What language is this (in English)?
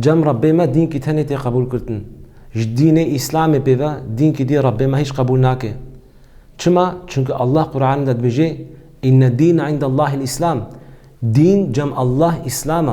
Kurdish